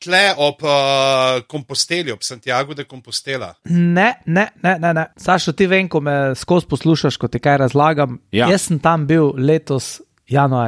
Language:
Slovenian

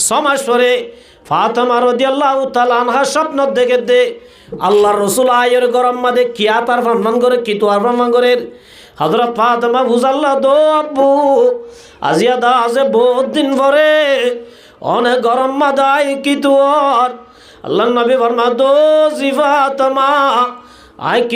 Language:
Rohingya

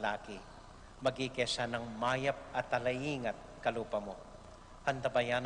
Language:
Pampanga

